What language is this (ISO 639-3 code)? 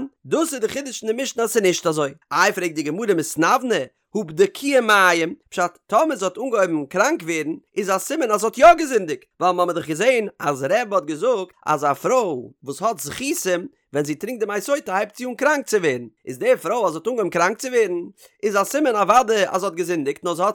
yid